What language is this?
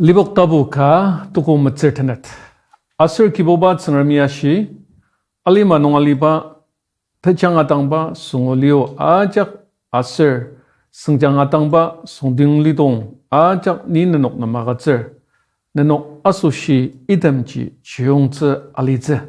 Ao Naga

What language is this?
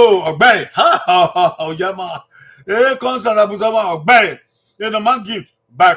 Bini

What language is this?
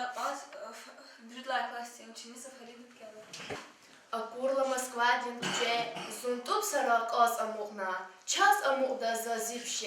Lezghian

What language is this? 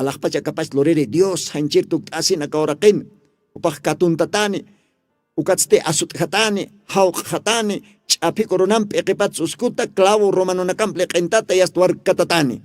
Aymara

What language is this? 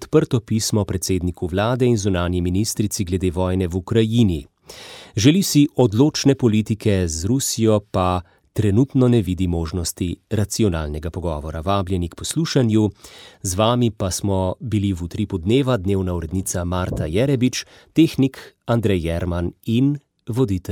Slovenian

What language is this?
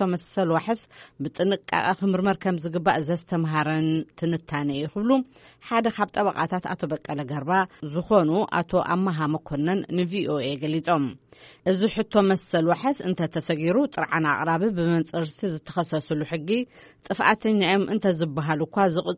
Tigrinya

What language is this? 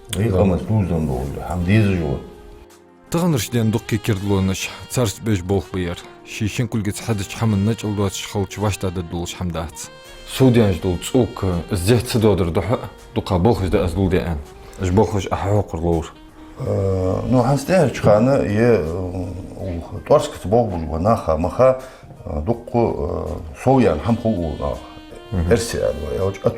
Ingush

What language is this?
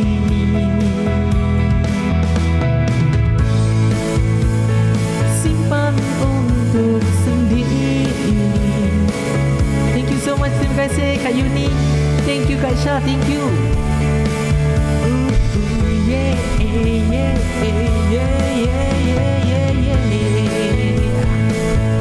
Malay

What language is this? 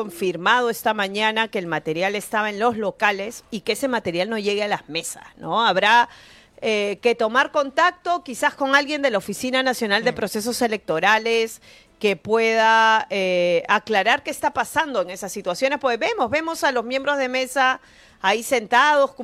Spanish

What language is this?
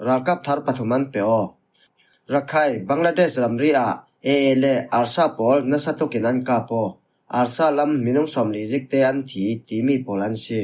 Falam Chin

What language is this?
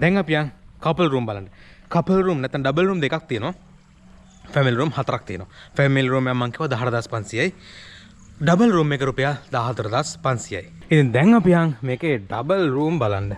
Sinhala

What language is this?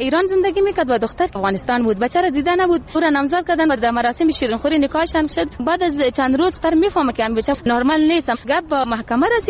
Persian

